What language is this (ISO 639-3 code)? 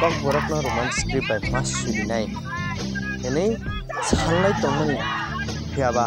trp